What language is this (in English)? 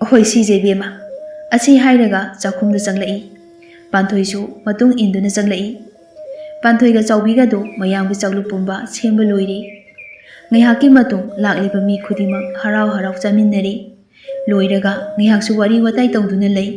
Manipuri